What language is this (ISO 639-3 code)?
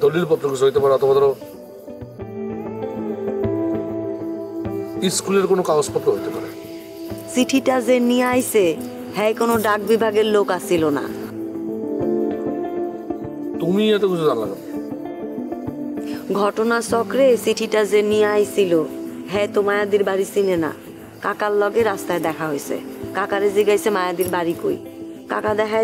ben